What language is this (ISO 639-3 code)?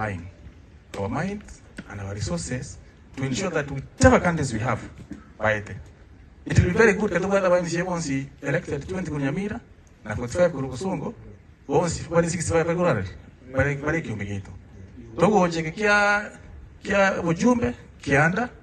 guz